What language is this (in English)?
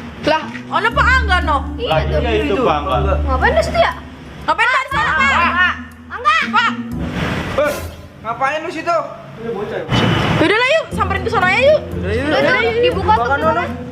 Betawi